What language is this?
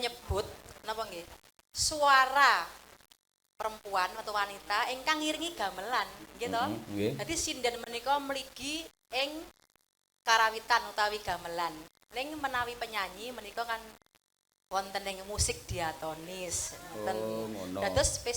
Javanese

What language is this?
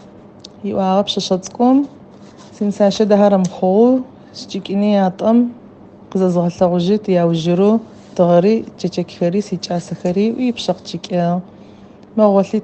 Adyghe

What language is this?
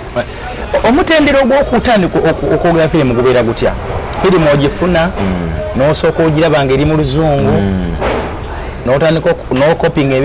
Ganda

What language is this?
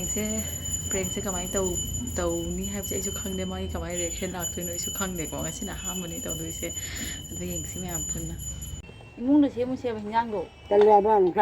Manipuri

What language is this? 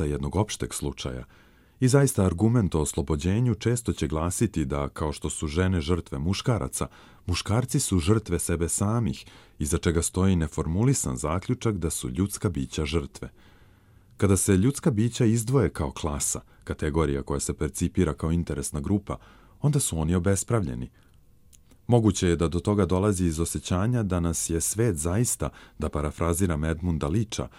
Serbian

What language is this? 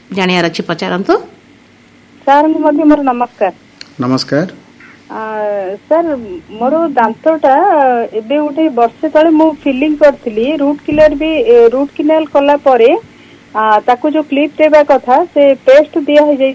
Odia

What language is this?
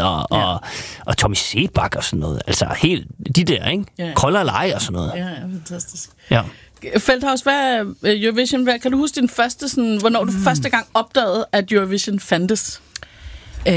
Danish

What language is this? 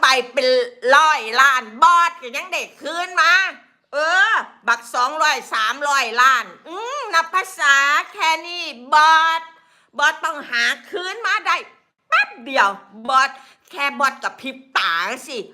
Northeastern Thai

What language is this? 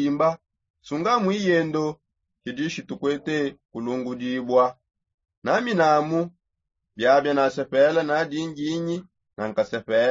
Songe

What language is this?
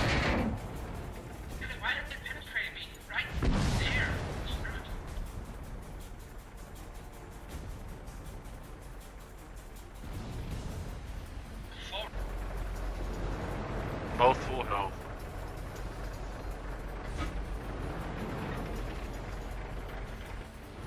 English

